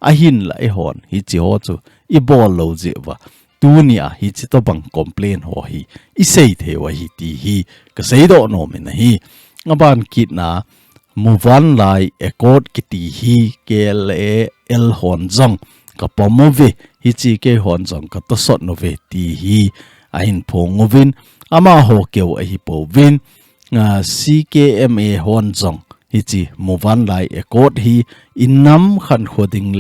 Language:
Thado Chin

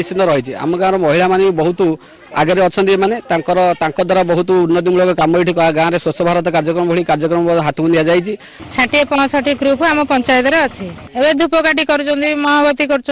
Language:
Odia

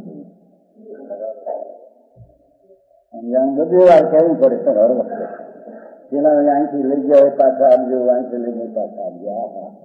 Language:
Gujarati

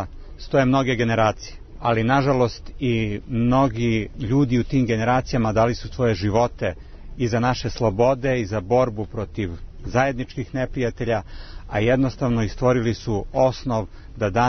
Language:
Serbian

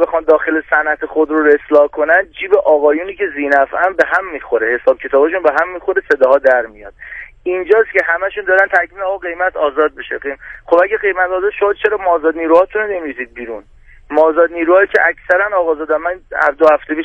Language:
Persian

